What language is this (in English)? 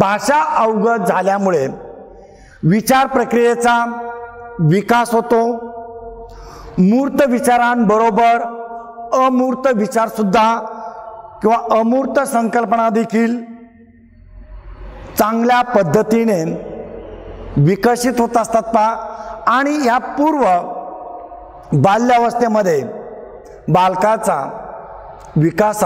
Marathi